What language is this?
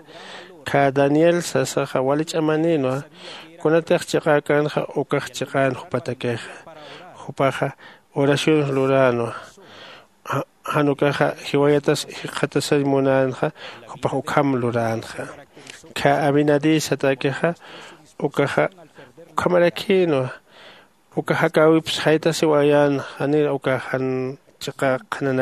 Aymara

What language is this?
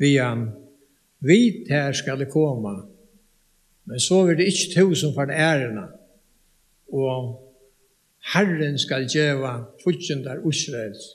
Faroese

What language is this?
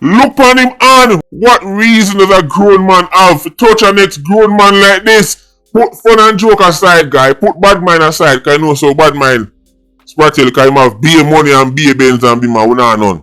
Jamaican Creole English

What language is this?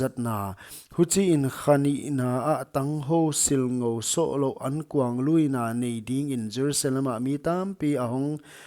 Paite Chin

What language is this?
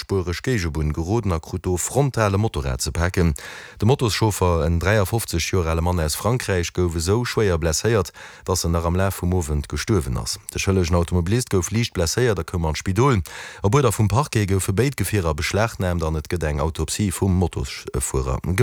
Luxembourgish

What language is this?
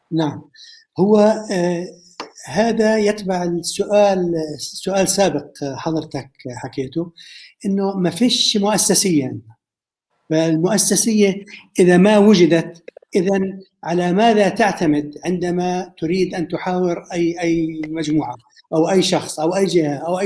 North Levantine Arabic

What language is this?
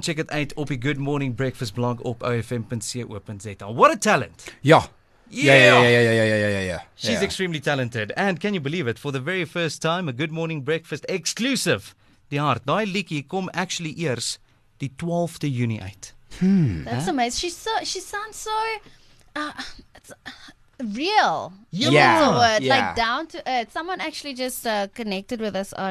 Afrikaans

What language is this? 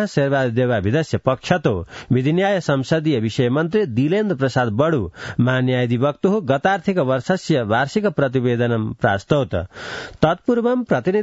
Sanskrit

